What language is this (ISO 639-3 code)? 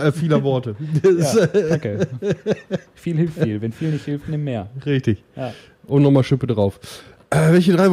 deu